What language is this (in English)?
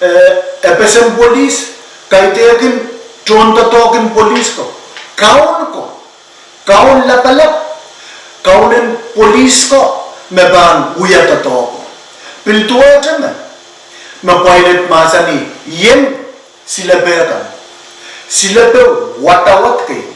Pohnpeian